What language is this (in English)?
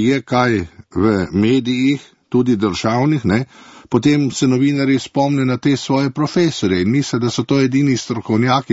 Slovenian